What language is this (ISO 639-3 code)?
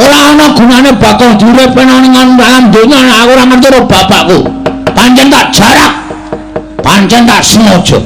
jav